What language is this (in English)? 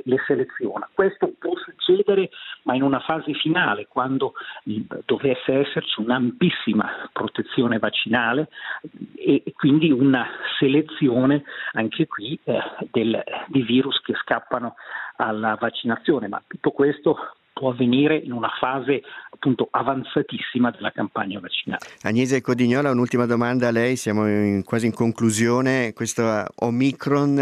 Italian